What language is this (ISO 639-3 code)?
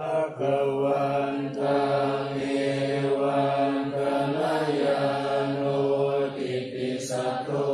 pli